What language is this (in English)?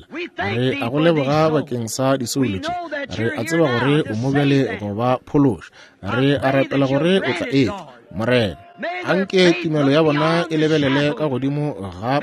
Northern Sotho